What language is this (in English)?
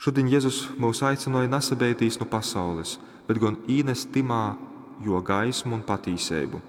Latgalian